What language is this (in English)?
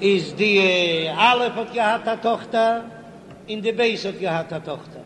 Yiddish